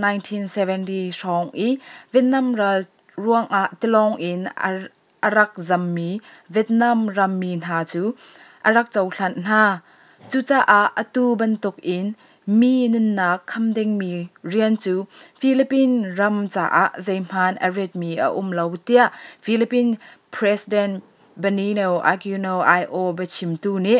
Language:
Hakha Chin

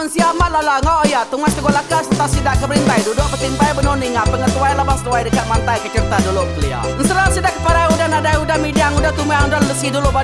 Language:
Iban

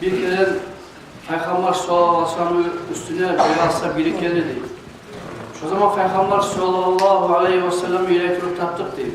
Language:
Kumyk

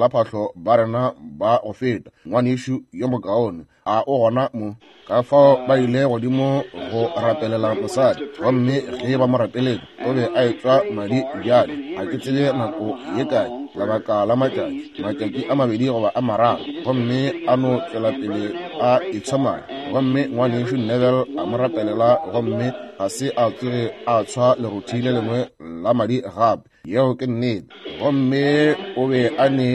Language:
Northern Sotho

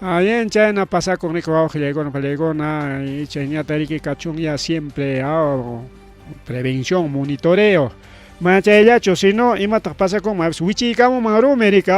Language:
Ayacucho Quechua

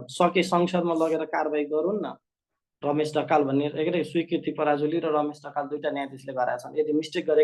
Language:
Nepali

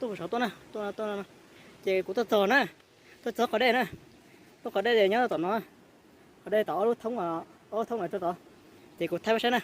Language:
Hmong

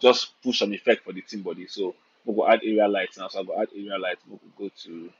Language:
Nigerian Pidgin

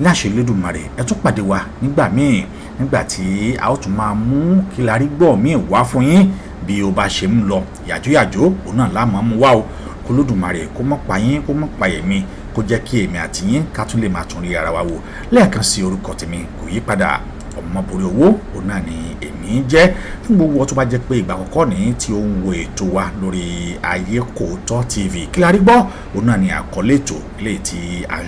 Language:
Yoruba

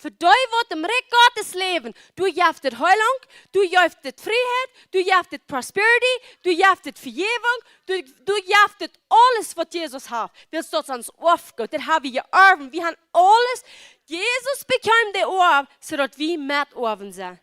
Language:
Plautdietsch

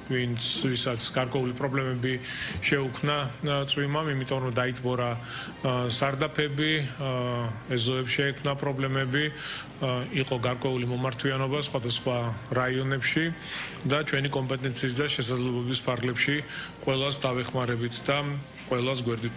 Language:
Georgian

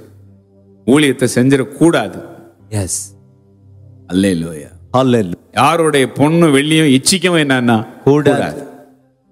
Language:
Tamil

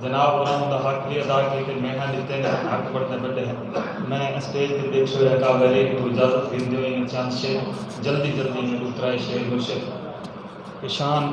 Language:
Saraiki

